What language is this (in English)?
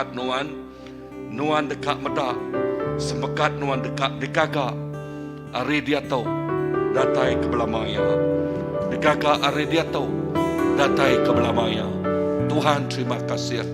Iban